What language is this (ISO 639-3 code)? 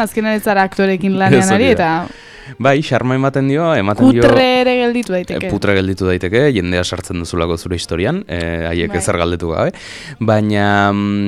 eus